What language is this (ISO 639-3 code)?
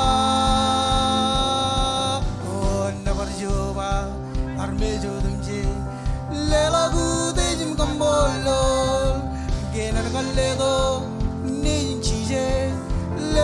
mah